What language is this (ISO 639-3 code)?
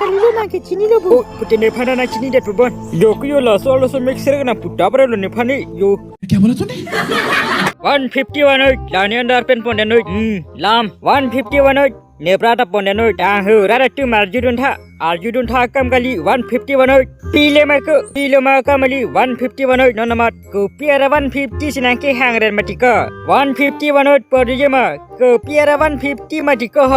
mjw